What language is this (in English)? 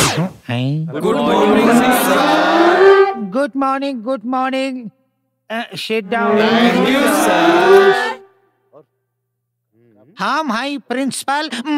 Bhojpuri